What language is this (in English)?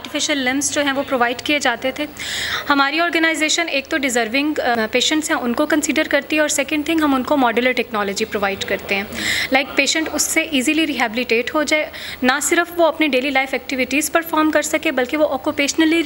Urdu